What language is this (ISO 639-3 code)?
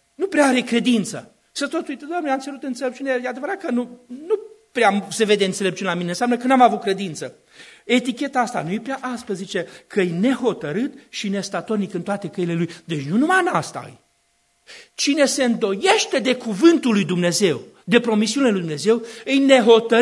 ron